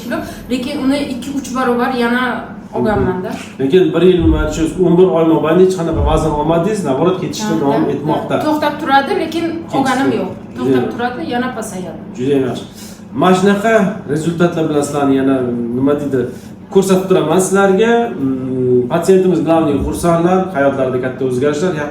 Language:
Uzbek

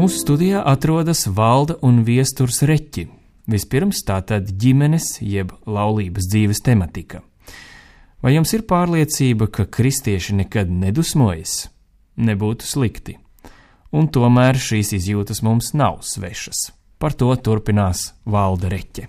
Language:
Latvian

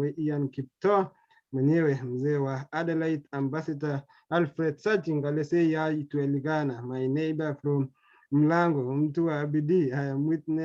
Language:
Kalenjin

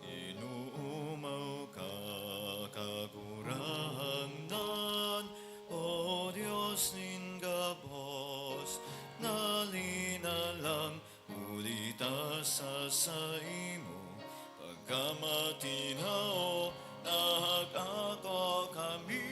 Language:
Bikol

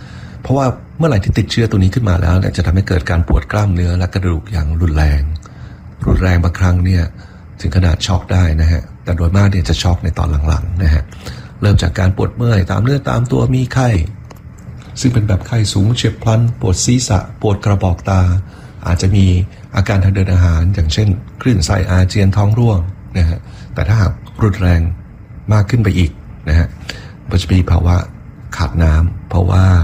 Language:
Thai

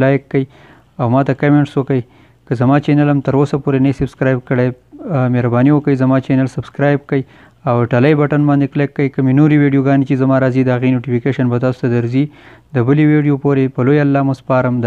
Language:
Pashto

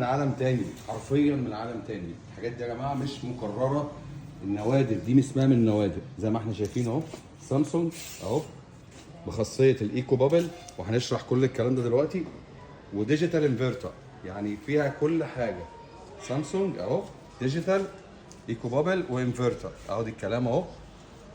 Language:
Egyptian Arabic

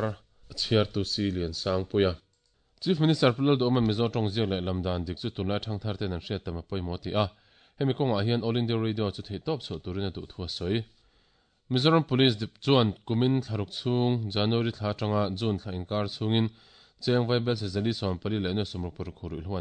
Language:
Mizo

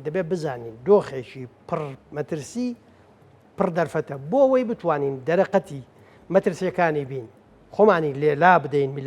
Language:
Central Kurdish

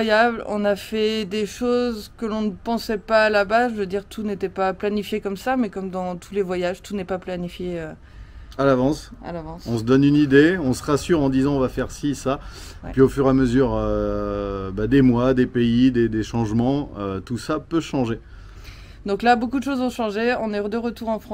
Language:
French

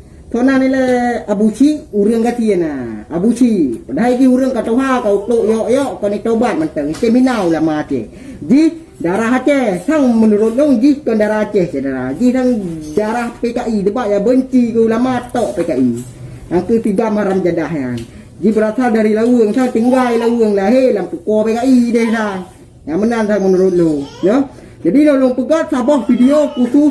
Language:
Achinese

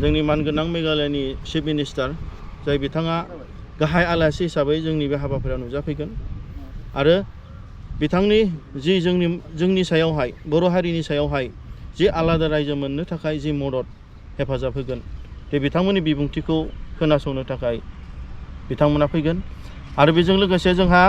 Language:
Bodo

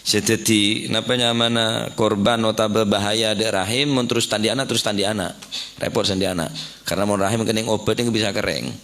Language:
Madurese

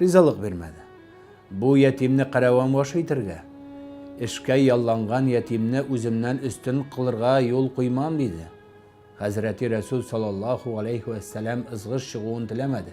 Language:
Tatar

